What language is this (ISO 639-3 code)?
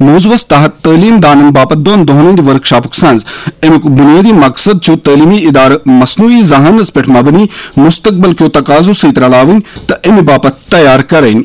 kas